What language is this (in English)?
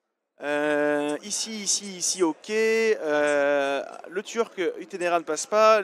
French